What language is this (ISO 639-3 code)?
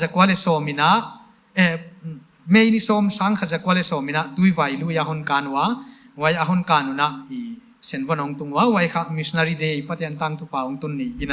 pck